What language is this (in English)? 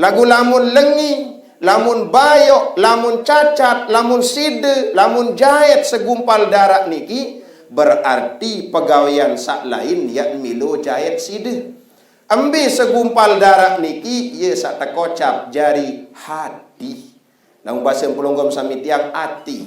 Sasak